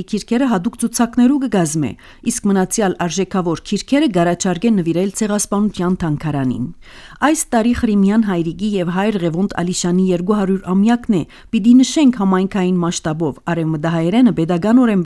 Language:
Armenian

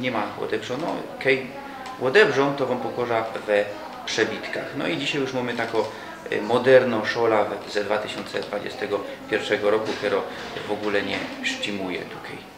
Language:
Silesian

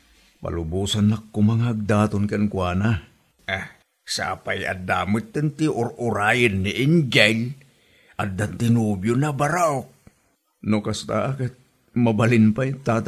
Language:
Iloko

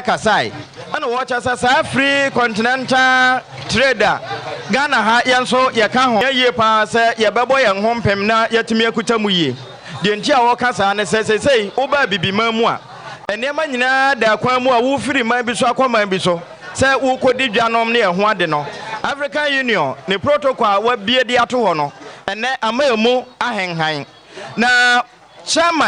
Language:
Akan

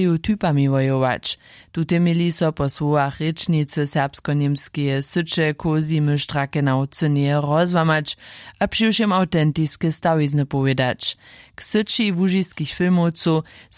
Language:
Upper Sorbian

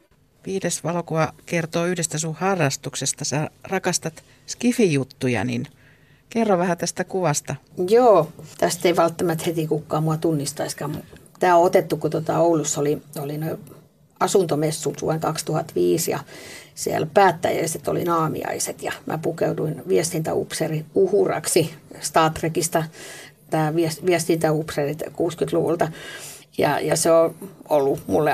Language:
Finnish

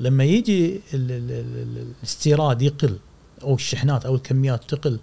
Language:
Gulf Arabic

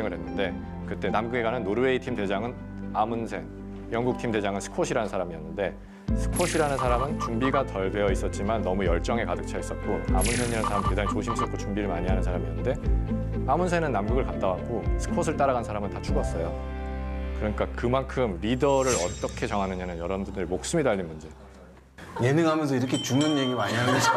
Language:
Korean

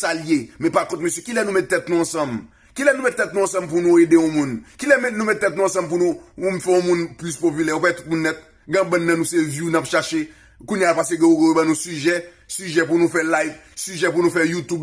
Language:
Haitian Creole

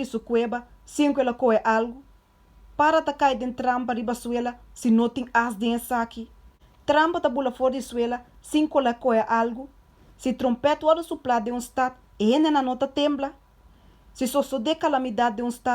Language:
Papiamento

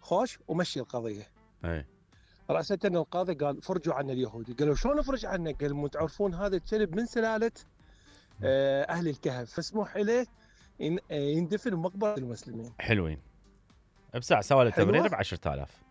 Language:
Mesopotamian Arabic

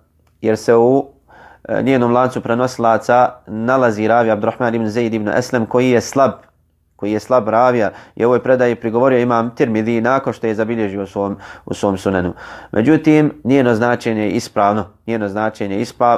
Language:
Bosnian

